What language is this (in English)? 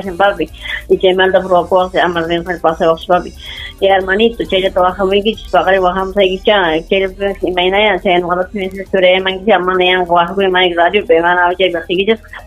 Ayacucho Quechua